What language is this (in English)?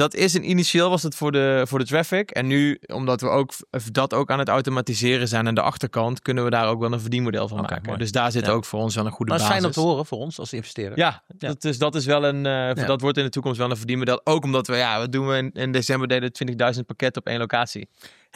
Dutch